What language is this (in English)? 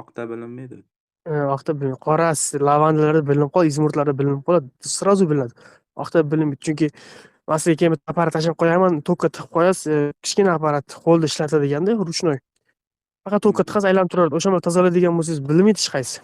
Uzbek